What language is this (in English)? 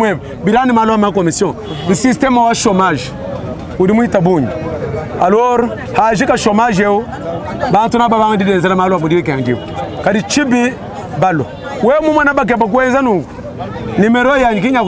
Luba-Lulua